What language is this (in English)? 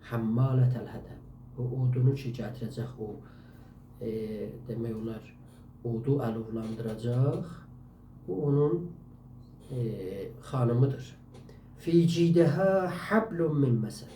South Azerbaijani